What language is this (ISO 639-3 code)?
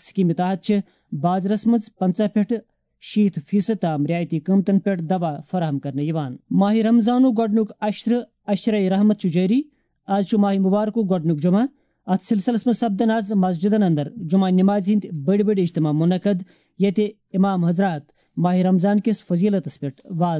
kas